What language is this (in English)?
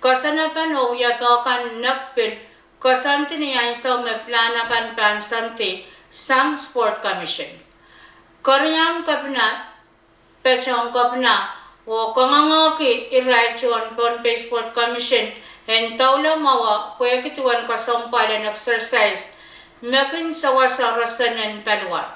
Pohnpeian